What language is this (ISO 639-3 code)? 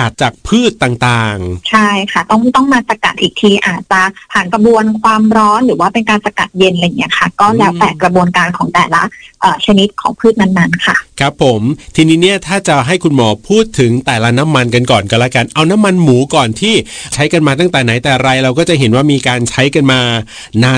tha